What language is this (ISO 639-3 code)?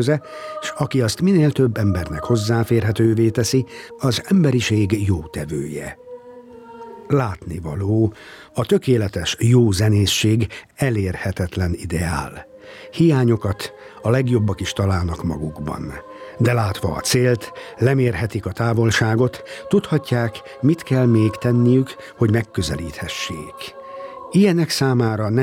hun